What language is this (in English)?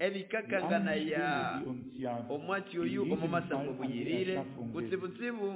Nande